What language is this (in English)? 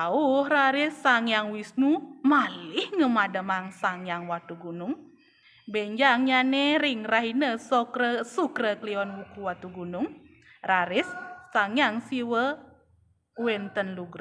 Balinese